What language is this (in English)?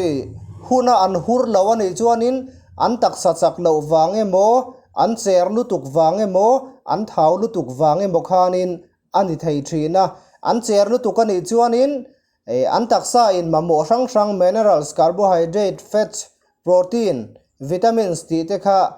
Mizo